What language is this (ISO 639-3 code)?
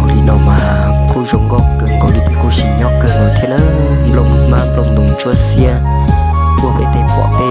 hmn